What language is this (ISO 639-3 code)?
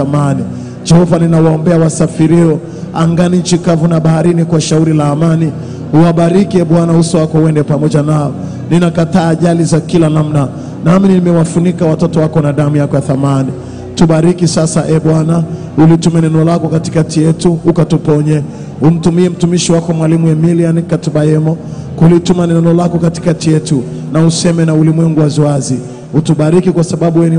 swa